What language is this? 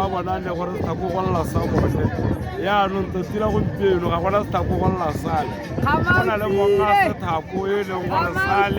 Tswana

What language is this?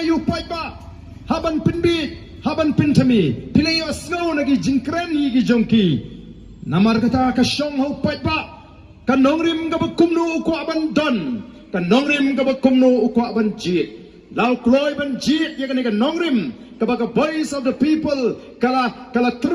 Khasi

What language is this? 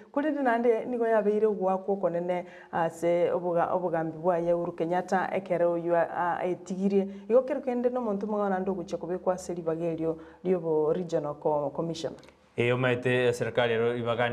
Gusii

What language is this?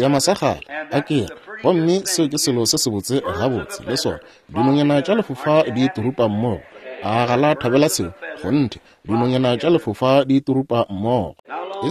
Northern Sotho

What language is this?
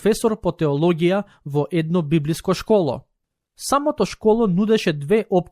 Macedonian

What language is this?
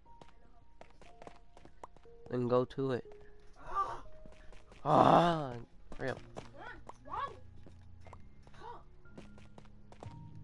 English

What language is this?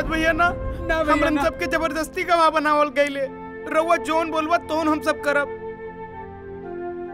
Bhojpuri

